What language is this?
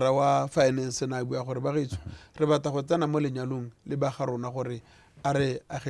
Tswana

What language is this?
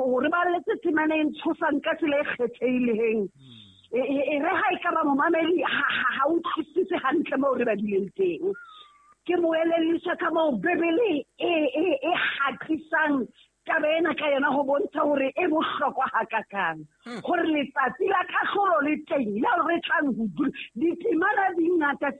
Southern Sotho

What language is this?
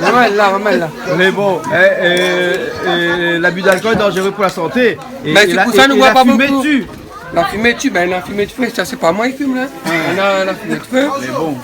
Réunion Creole French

